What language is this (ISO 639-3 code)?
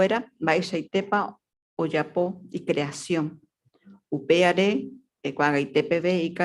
grn